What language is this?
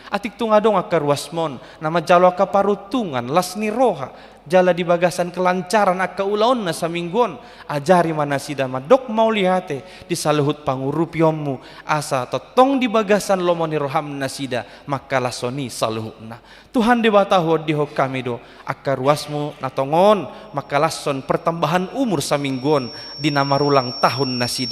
Batak Toba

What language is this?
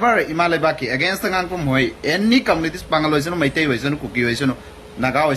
Manipuri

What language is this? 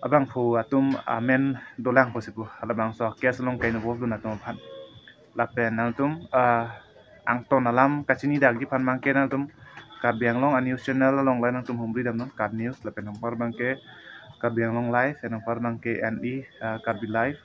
Karbi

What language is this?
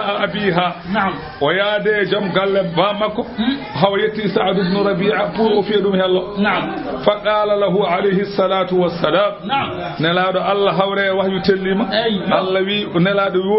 Fula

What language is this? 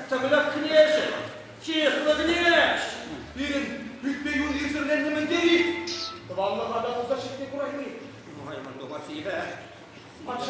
Chuvash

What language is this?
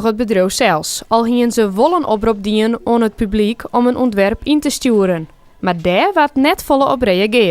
Western Frisian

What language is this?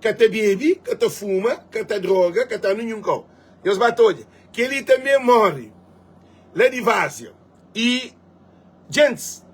Kabuverdianu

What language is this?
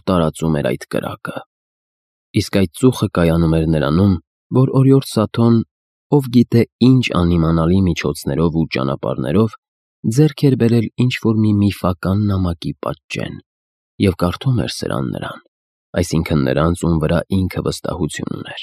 Armenian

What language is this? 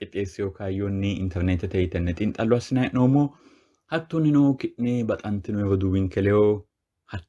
Sidamo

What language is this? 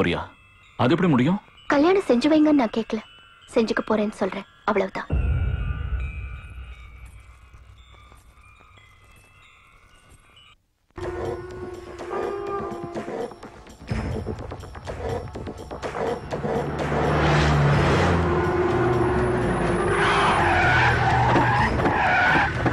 Tamil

